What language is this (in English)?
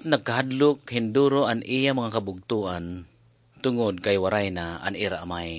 Waray